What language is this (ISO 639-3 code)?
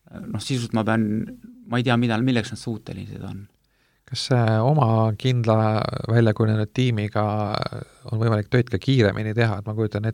est